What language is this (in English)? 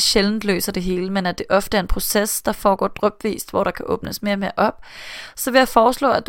Danish